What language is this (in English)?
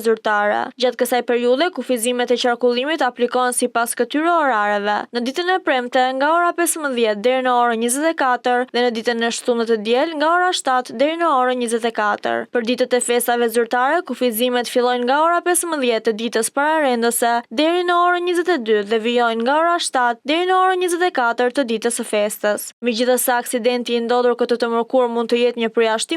Albanian